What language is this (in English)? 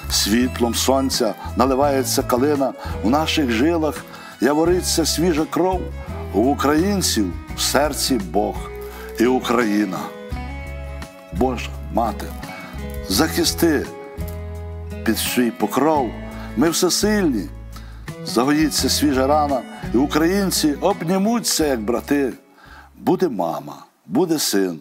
Ukrainian